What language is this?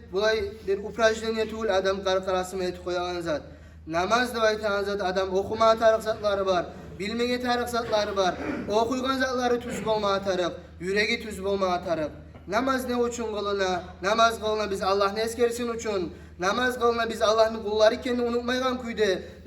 Kumyk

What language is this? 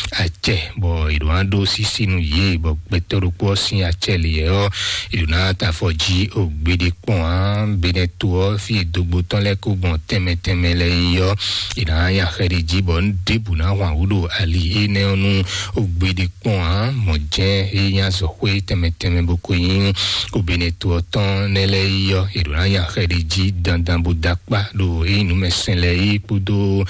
Fon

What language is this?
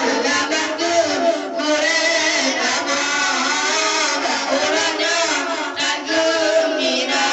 Achinese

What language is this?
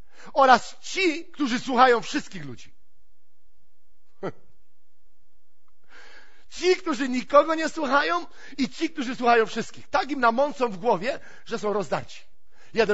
Polish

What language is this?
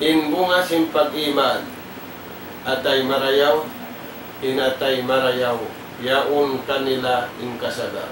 Tausug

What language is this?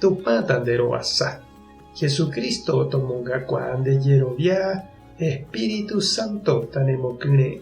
Guarani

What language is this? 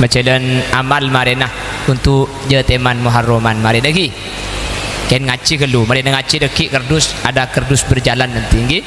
Madurese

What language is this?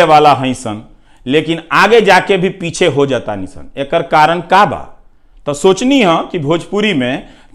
Bhojpuri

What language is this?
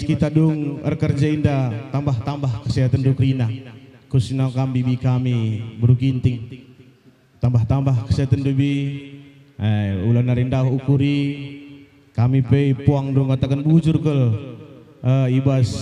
Batak Karo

